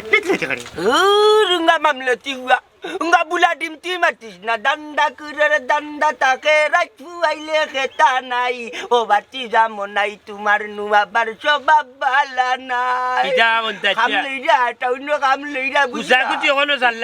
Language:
Sylheti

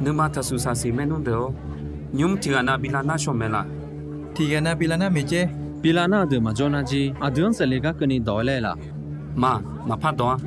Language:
Akha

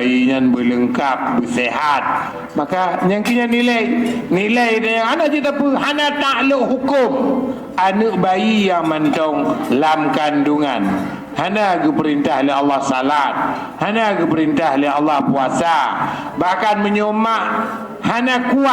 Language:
Achinese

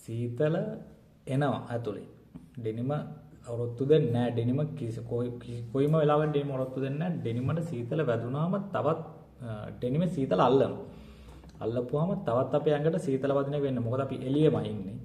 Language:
Sinhala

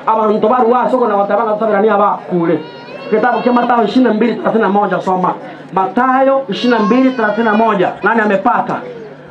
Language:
Gusii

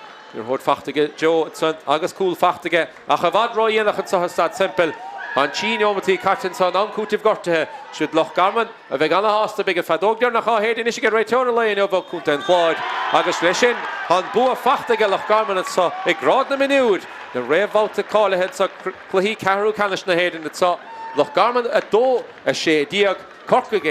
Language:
Irish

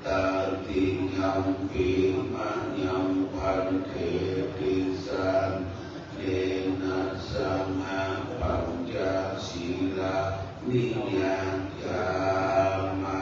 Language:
Pali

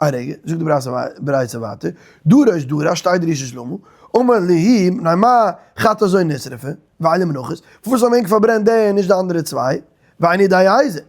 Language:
Yiddish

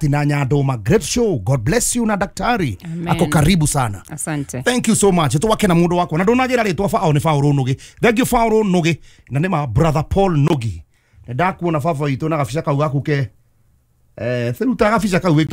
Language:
Kikuyu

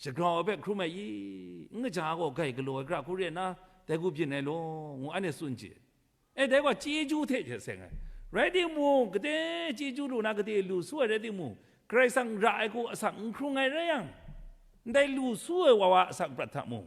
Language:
Kachin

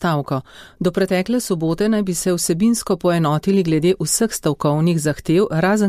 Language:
Slovenian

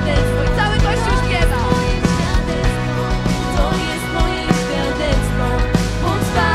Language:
Polish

